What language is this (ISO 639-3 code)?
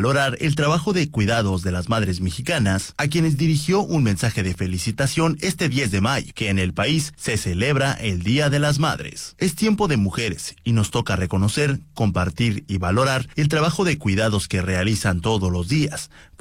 spa